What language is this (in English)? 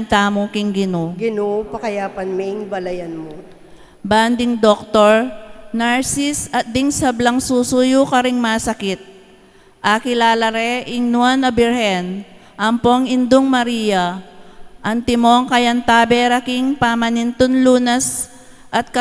Pampanga